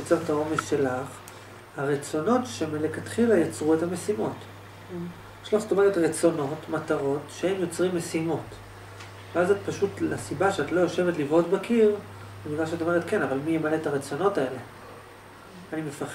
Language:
Hebrew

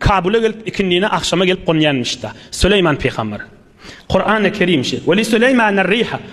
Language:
Turkmen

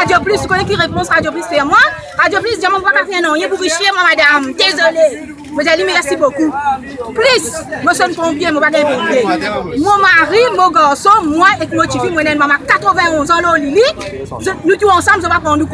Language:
Morisyen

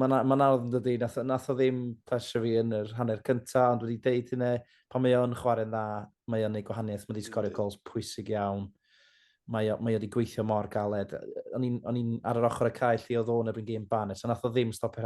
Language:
Welsh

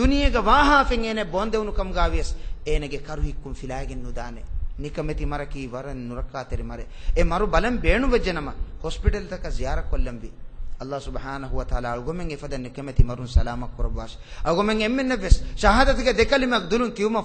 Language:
Divehi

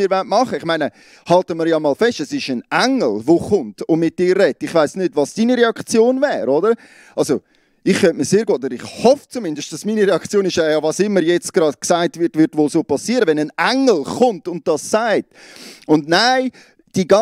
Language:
Swiss German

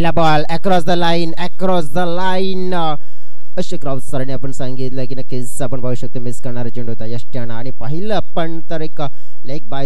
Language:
Marathi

